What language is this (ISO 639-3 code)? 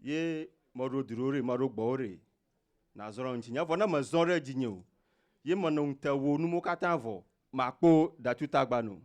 ewe